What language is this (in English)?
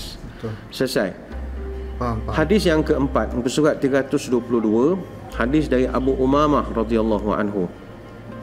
Malay